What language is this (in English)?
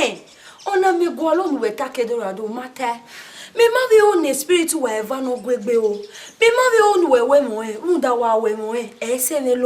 Bini